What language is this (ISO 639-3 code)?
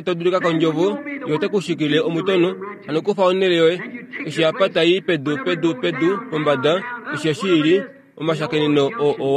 kua